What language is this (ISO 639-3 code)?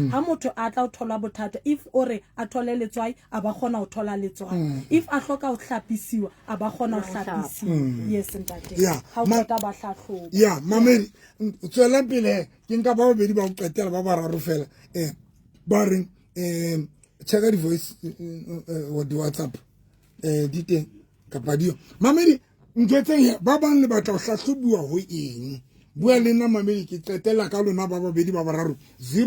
sot